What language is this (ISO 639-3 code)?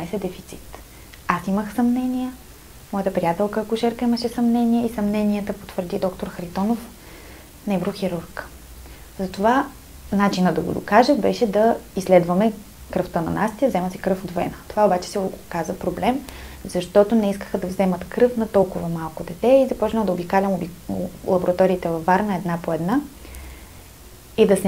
bul